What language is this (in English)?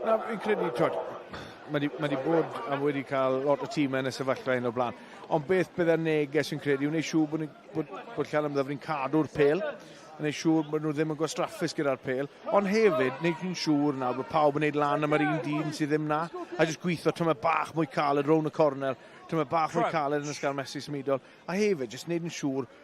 Welsh